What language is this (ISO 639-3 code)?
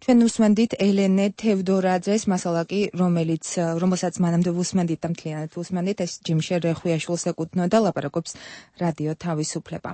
kat